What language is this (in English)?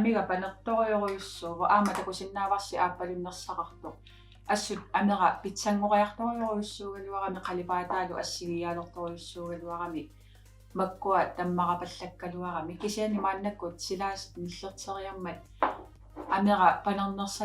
Kalaallisut